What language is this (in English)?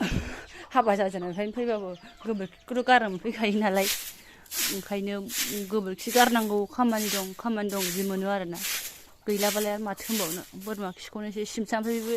Bodo